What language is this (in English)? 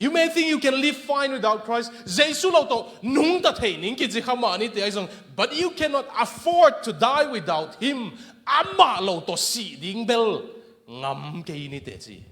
Tedim Chin